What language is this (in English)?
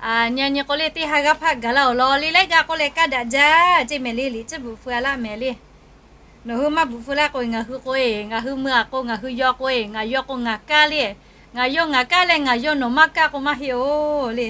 Lahu